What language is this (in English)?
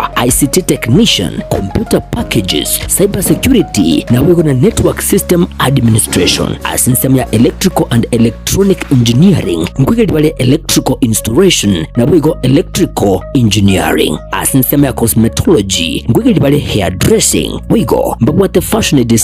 Gusii